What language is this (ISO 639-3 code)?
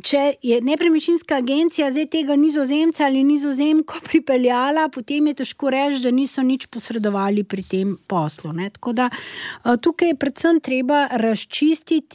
slv